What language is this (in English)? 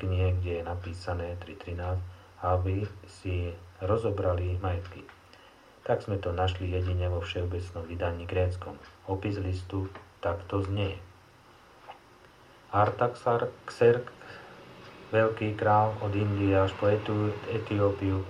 Slovak